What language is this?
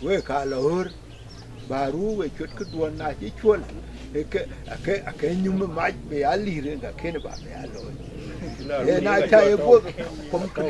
Dinka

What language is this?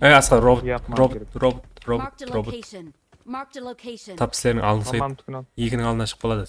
Kara-Kalpak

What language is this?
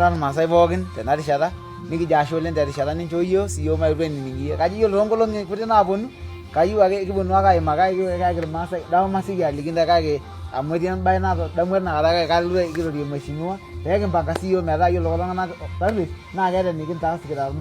Masai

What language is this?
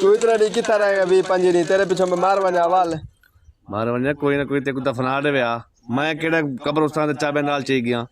Saraiki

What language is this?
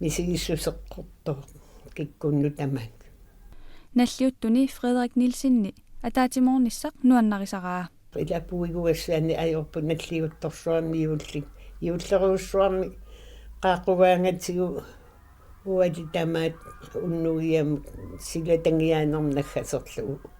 Kalaallisut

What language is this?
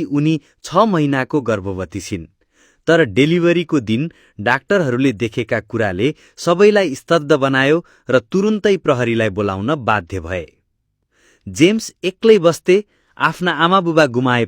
Nepali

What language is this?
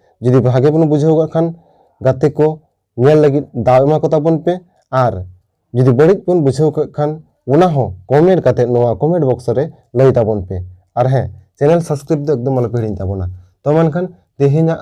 Santali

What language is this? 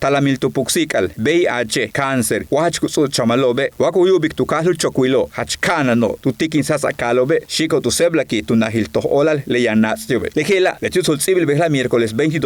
Yucateco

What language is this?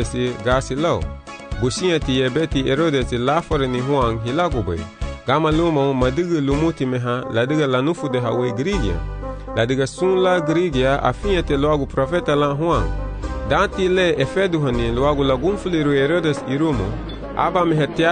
Garifuna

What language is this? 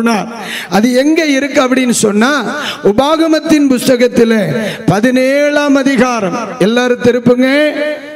Tamil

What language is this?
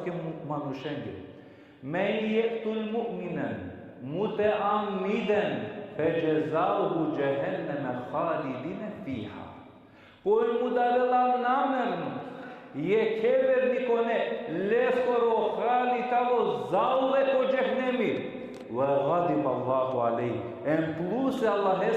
Balkan Romani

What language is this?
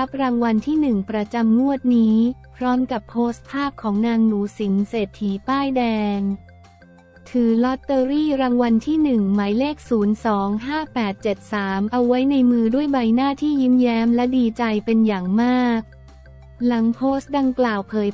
Thai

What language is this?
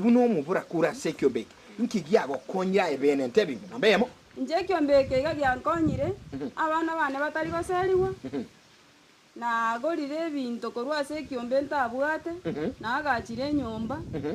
Gusii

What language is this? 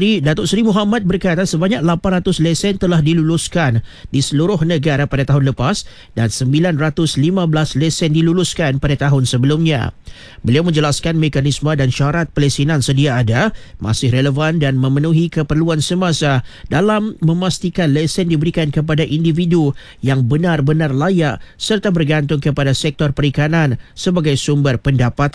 Malay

